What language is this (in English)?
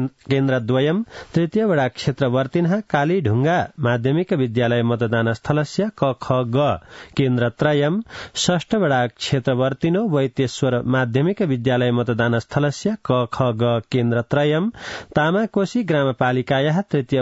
Sanskrit